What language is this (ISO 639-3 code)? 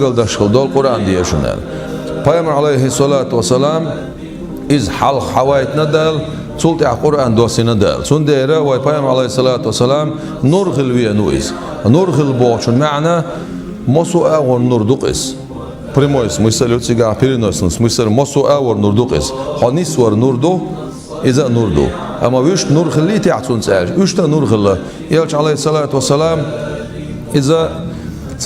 che